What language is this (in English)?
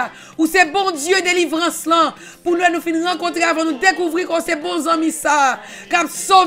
French